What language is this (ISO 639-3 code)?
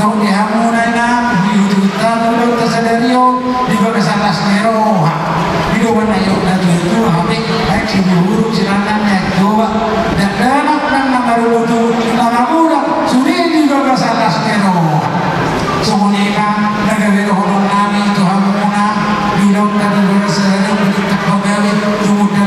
bbc